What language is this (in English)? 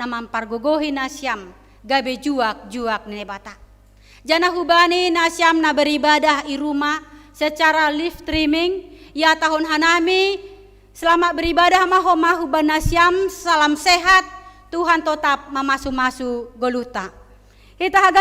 Batak Simalungun